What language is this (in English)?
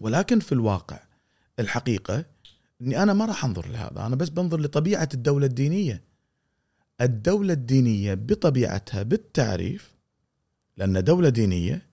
Gulf Arabic